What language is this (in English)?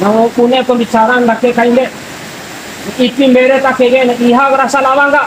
Bima